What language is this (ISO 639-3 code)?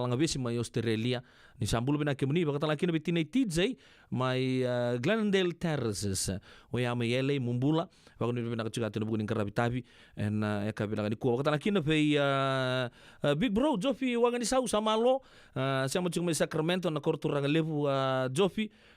fij